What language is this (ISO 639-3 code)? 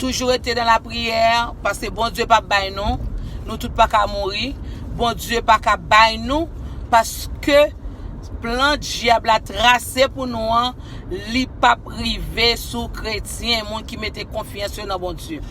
hat